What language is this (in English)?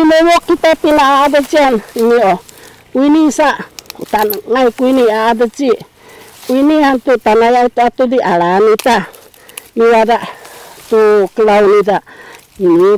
Sakizaya